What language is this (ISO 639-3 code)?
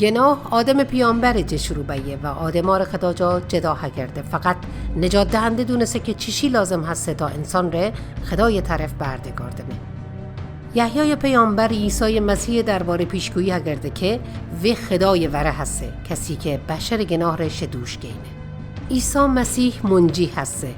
mzn